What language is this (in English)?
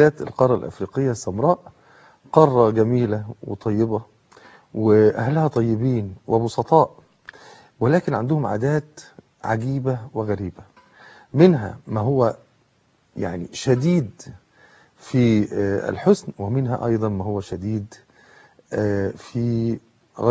Egyptian Arabic